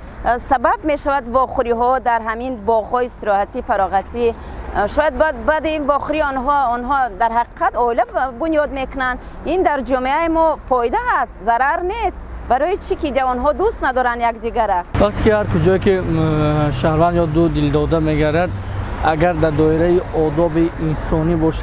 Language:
Tajik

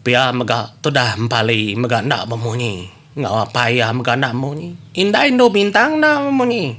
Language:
Iban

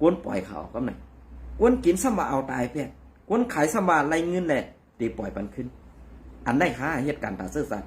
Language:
Shan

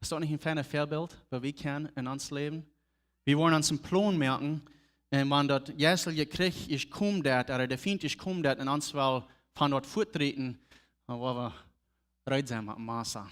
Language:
Plautdietsch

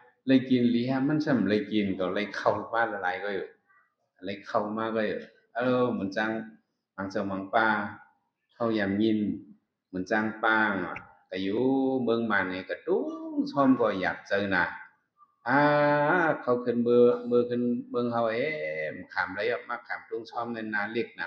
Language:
Shan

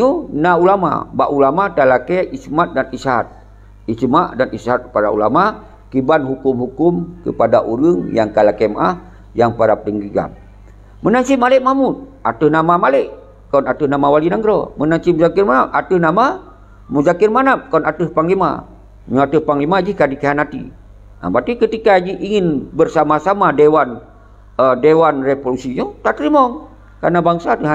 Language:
Achinese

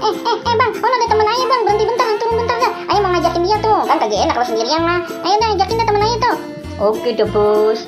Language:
Betawi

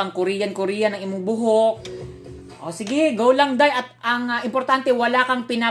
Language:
Cebuano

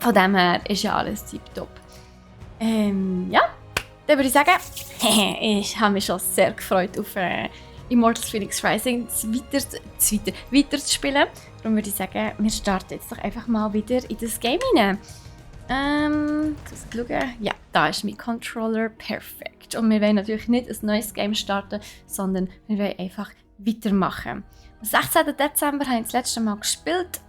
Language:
Swiss German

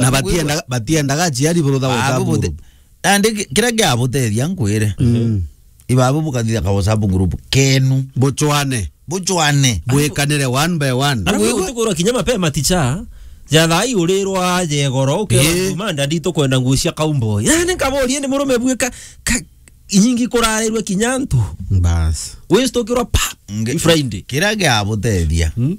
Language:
Meru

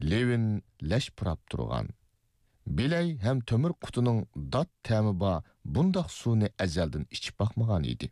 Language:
Uyghur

